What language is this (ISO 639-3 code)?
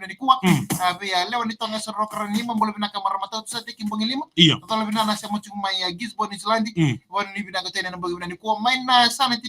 fij